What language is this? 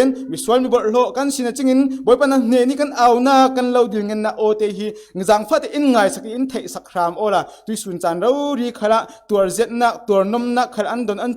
Falam Chin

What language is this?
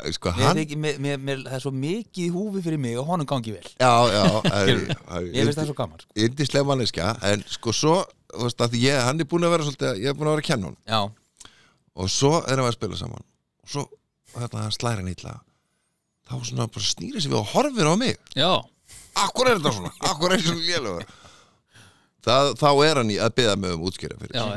Icelandic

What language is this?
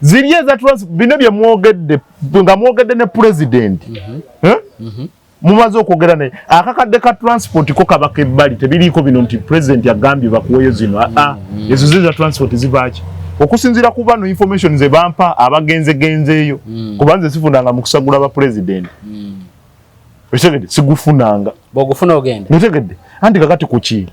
Ganda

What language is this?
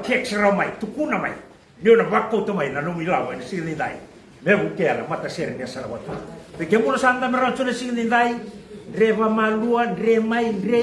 Fijian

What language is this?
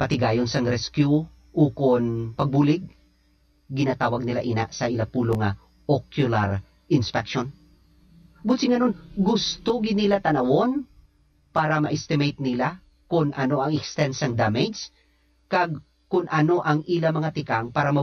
Hiligaynon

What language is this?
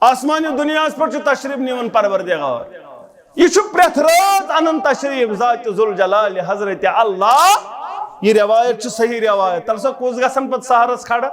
Kashmiri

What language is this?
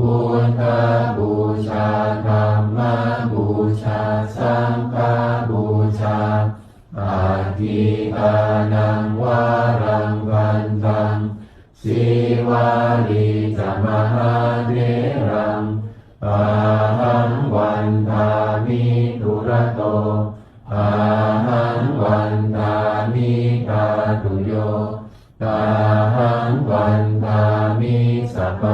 Pali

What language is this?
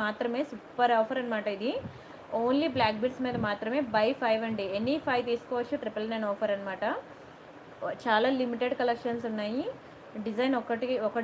Telugu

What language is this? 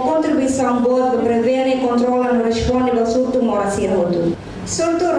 Tetum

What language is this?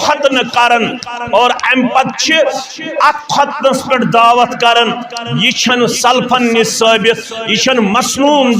Kashmiri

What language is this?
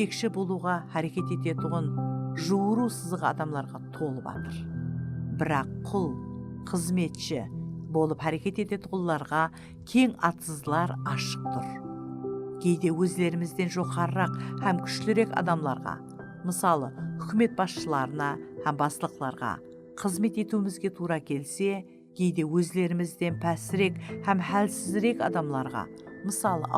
Kara-Kalpak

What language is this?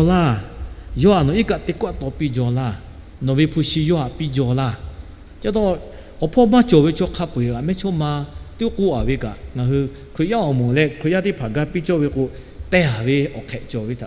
Lahu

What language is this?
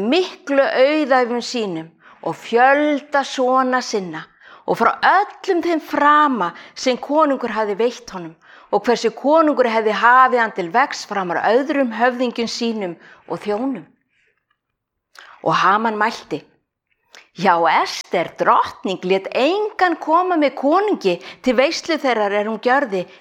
Icelandic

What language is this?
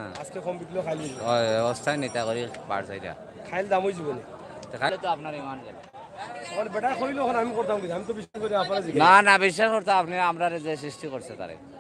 Sylheti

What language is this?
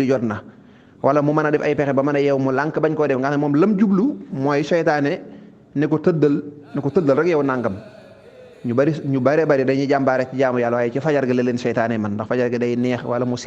Wolof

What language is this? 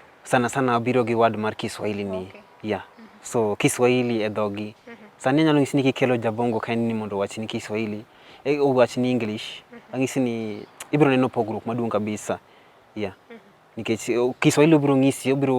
Luo (Kenya and Tanzania)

